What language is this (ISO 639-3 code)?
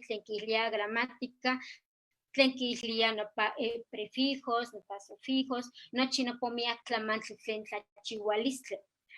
nhe